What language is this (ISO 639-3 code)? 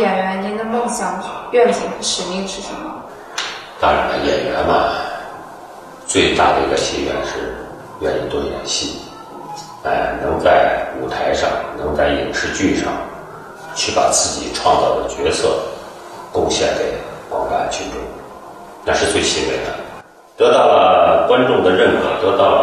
zho